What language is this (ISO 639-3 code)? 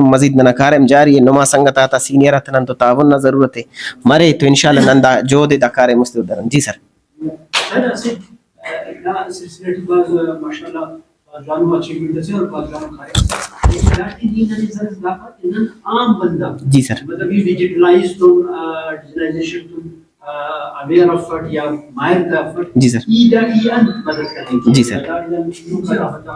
brh